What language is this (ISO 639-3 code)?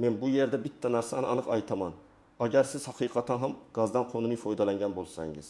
uzb